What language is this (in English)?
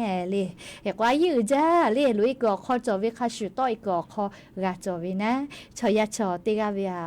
Lahu